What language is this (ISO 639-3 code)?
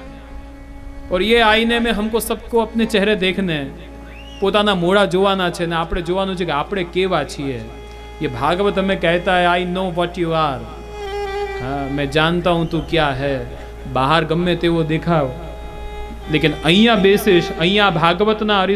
guj